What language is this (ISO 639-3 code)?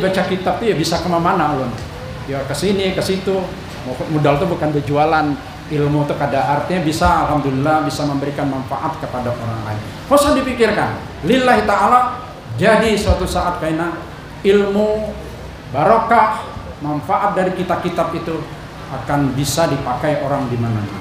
bjn